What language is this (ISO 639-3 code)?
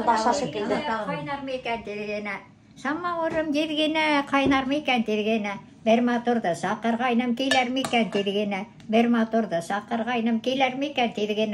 bak